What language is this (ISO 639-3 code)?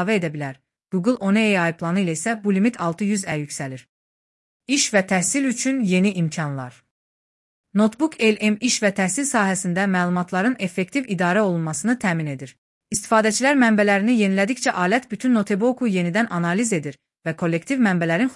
aze